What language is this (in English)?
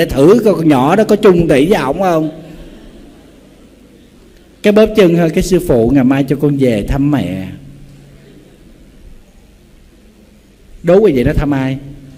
Vietnamese